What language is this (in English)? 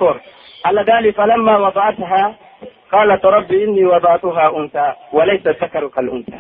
Pular